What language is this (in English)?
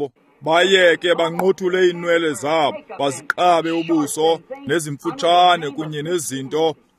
Xhosa